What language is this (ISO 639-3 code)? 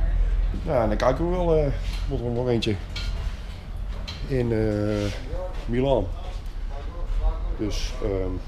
nld